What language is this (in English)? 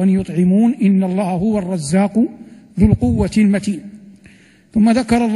Arabic